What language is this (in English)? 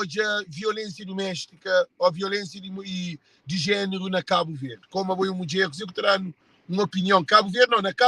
Kabuverdianu